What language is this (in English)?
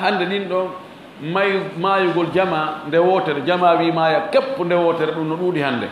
Fula